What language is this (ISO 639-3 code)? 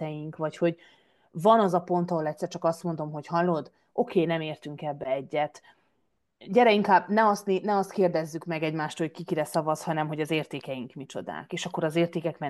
hun